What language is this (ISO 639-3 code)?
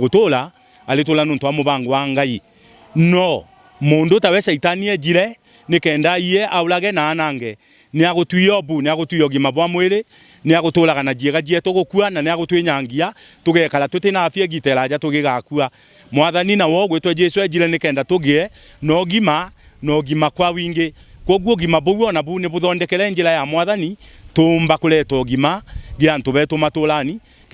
mer